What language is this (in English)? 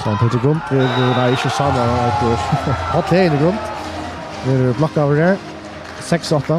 Faroese